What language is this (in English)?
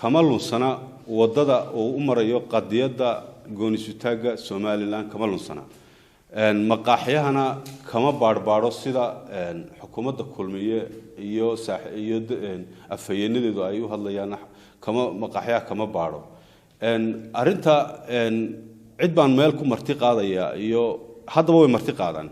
Somali